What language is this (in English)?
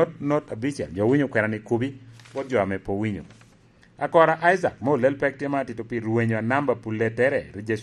Lango (Uganda)